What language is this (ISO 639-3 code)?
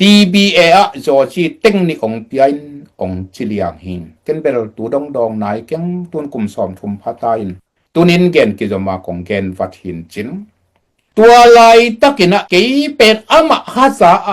ctd